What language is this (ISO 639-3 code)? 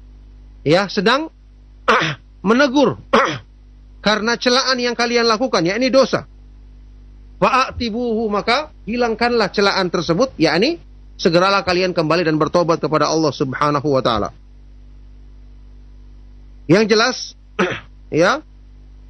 ind